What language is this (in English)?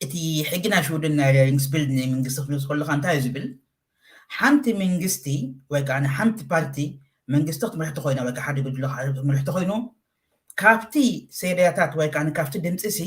Tigrinya